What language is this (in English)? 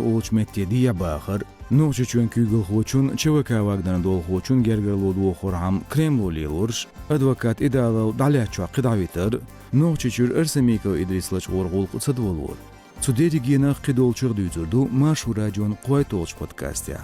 Chechen